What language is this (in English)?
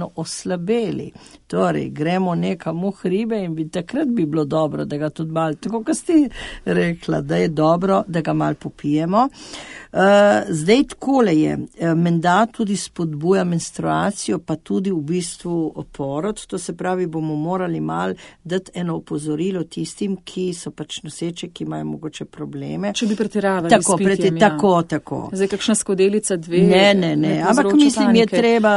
Slovenian